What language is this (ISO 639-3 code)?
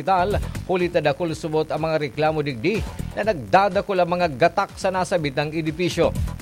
bik